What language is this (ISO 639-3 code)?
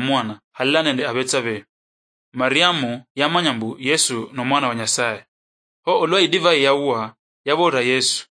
luy